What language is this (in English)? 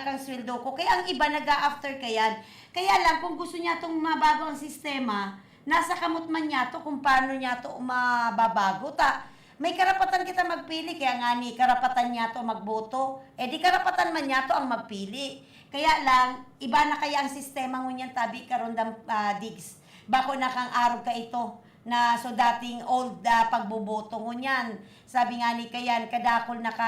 Bikol